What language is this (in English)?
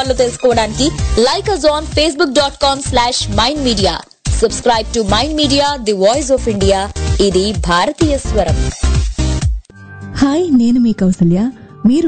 Telugu